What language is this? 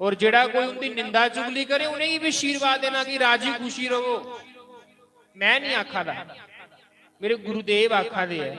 Dogri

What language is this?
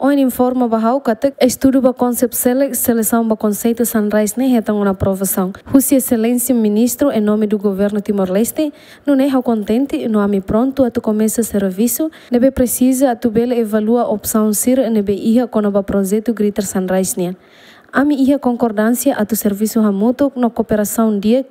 Tetum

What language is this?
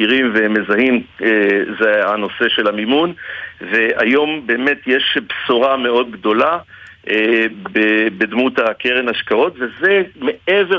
Hebrew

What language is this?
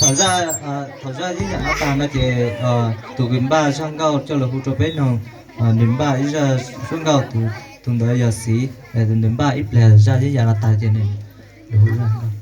Hmong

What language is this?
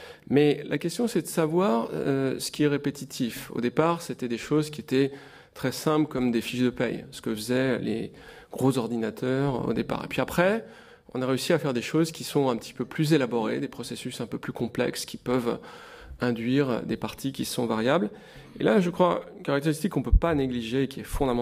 French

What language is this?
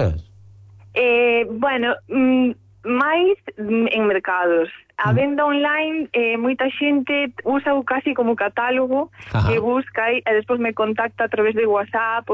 Galician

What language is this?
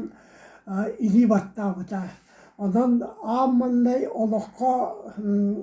Yakut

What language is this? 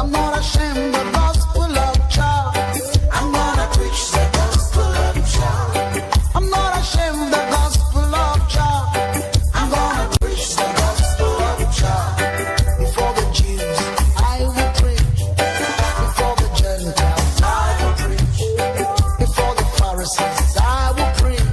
Kamba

